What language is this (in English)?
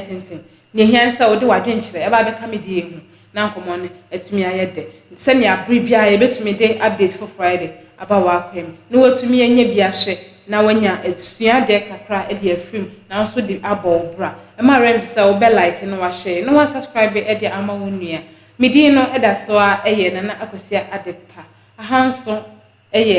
Akan